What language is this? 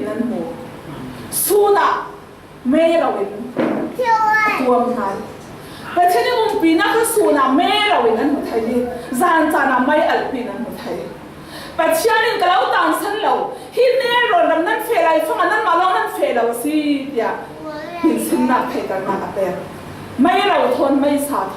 Falam Chin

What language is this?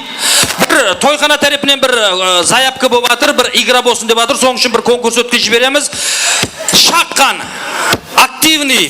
Kara-Kalpak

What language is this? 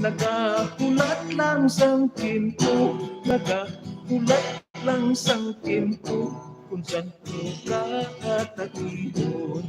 Hiligaynon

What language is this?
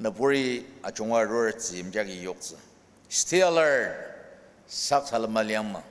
Ao Naga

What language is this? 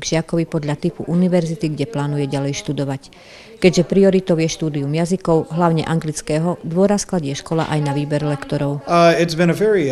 Slovak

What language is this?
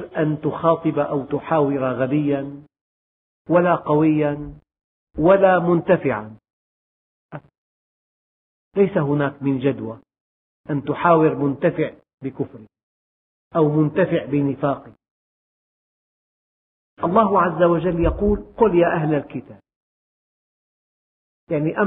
Arabic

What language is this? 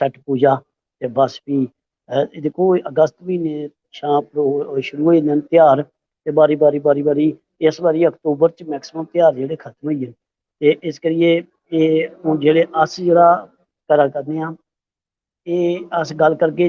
Dogri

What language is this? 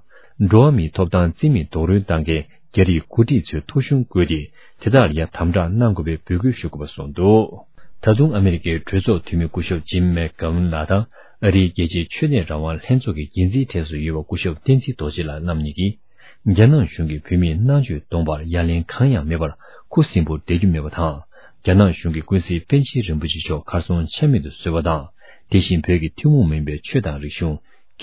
Tibetan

